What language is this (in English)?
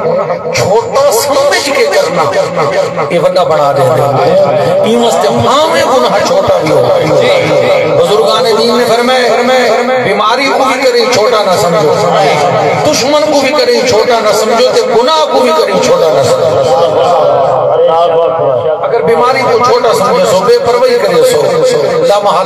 Saraiki